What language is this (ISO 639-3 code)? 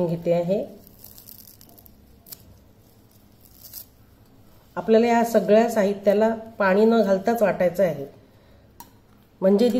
mar